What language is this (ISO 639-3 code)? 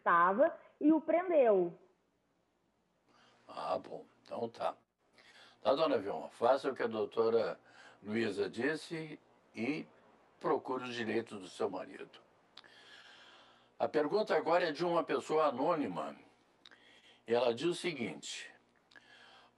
por